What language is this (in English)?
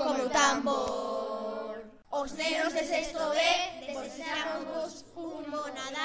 Galician